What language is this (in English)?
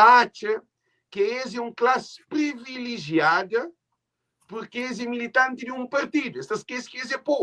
Kabuverdianu